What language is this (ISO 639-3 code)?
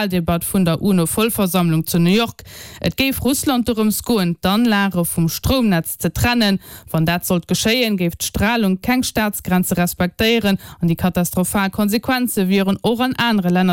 ltz